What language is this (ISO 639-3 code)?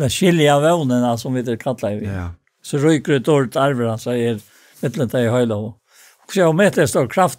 fao